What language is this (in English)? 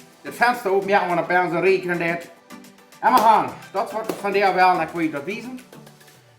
Plautdietsch